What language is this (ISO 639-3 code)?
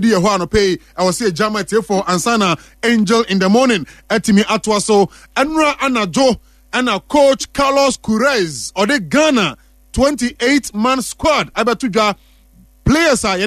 aka